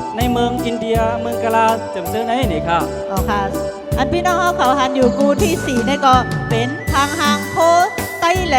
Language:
Shan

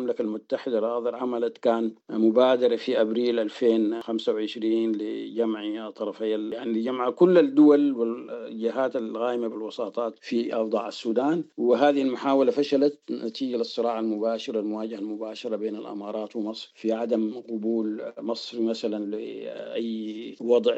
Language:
Sudanese Arabic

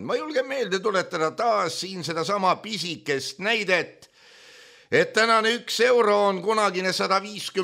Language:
Estonian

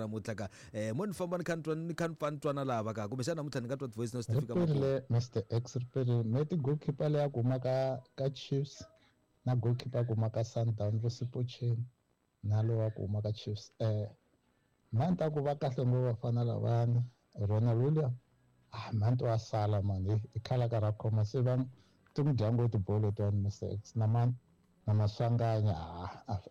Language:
Tsonga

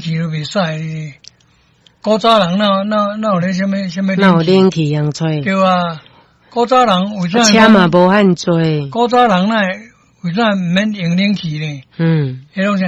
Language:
Min Nan Chinese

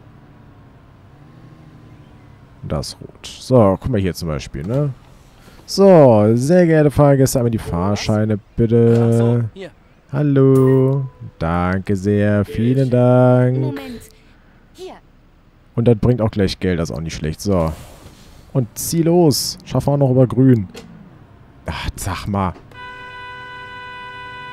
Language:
German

